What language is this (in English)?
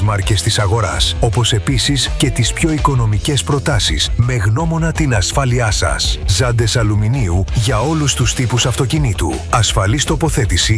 Greek